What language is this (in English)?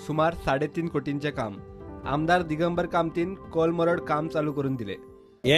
Konkani